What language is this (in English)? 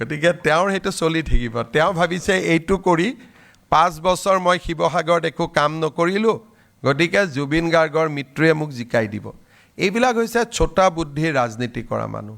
Assamese